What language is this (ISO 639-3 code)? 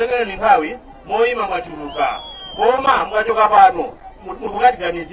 nya